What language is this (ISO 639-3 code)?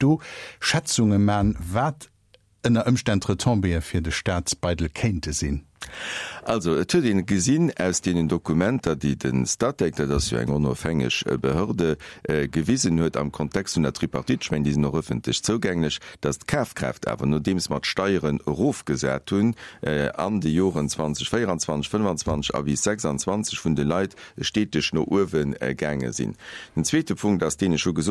ltz